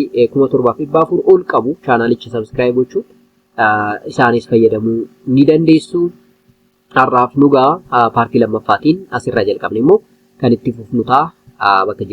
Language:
Oromo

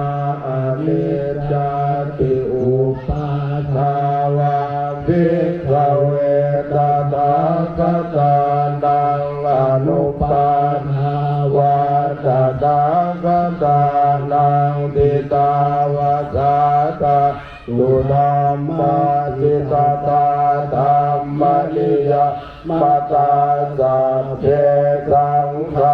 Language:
Pali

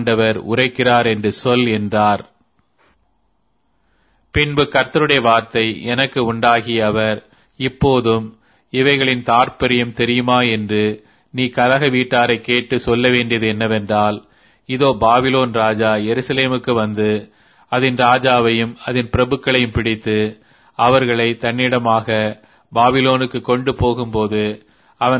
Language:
Tamil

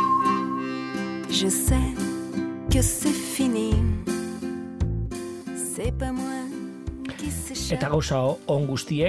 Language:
Basque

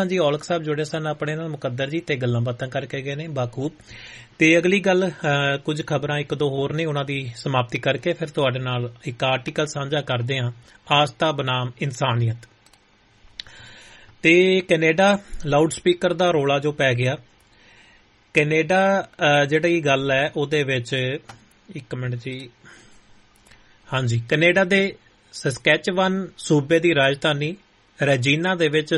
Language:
Punjabi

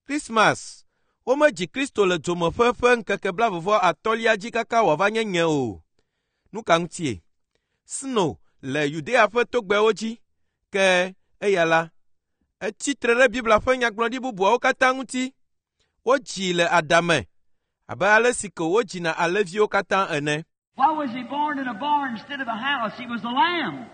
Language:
Ewe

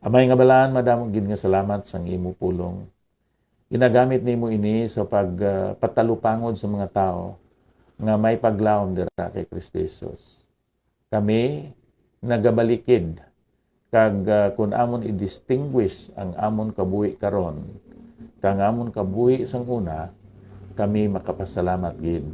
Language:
Hiligaynon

